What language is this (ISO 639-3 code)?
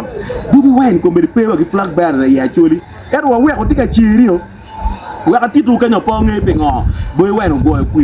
ach